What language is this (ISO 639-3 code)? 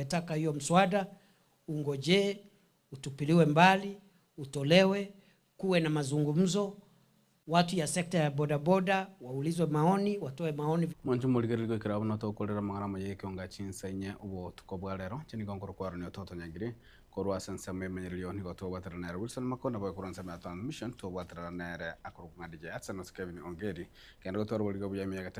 guz